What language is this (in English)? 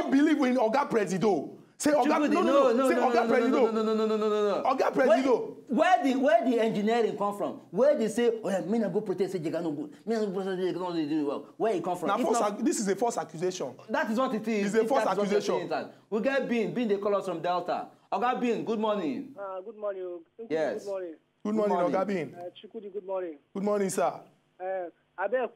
Nigerian Pidgin